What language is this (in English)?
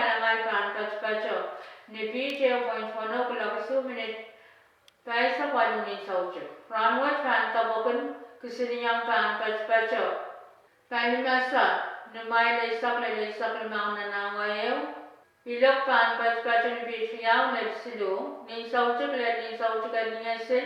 Pohnpeian